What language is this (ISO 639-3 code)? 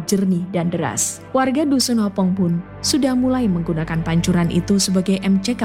ind